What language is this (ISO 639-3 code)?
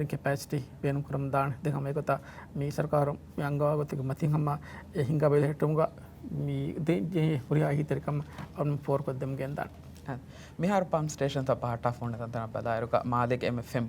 div